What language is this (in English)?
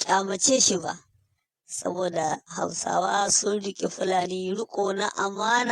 Hausa